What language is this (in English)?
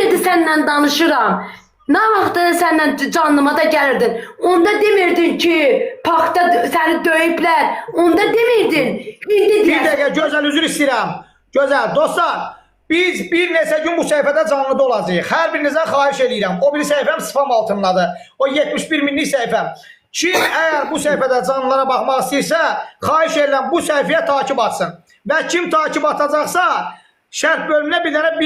Azerbaijani